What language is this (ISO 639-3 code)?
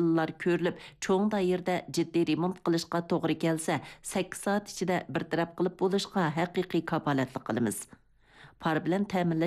uig